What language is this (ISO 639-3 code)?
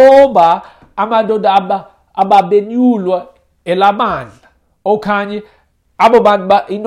xho